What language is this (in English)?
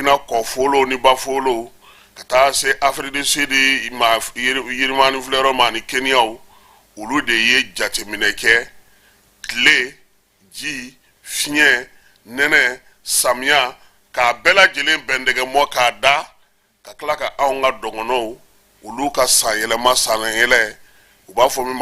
Bambara